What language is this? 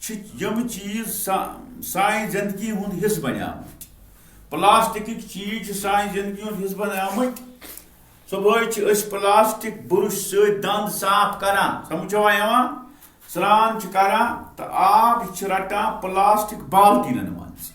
Kashmiri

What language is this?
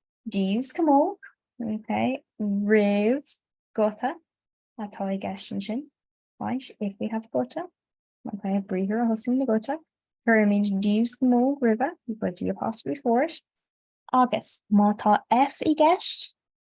Irish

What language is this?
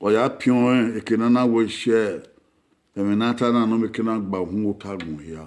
Bini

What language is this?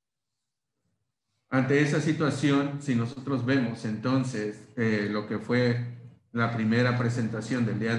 Spanish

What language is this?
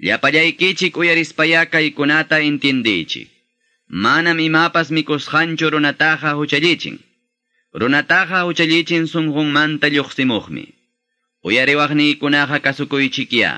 Quechua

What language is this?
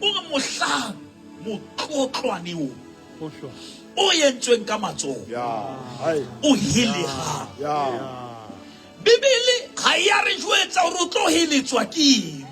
Southern Sotho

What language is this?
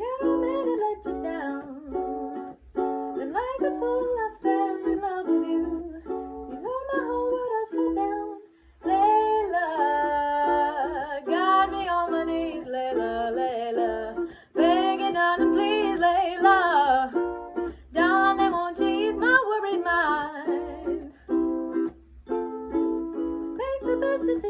English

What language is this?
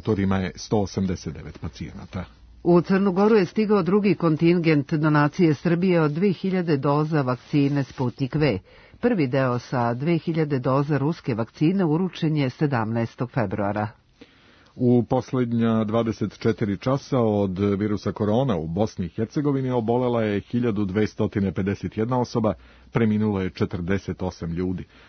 Serbian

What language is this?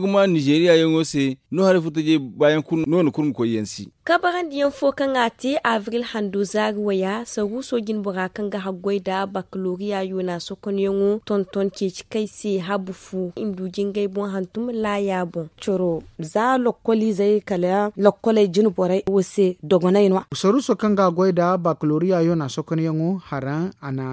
Zarma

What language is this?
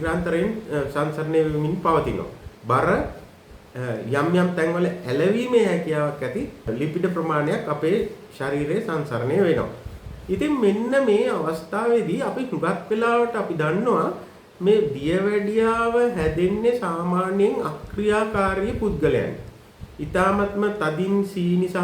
Sinhala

